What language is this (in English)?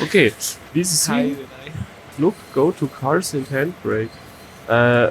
Bavarian